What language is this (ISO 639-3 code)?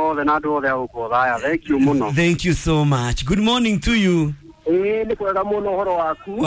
kik